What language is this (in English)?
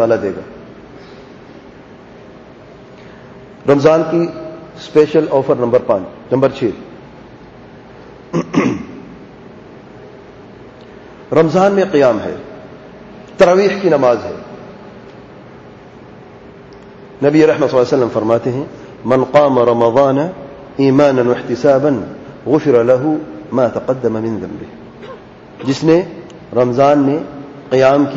Urdu